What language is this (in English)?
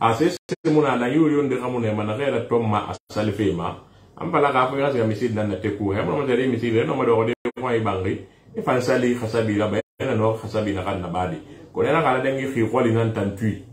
Susu